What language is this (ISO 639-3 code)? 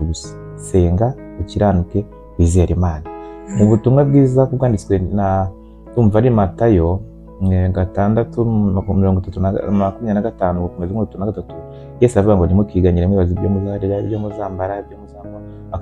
kin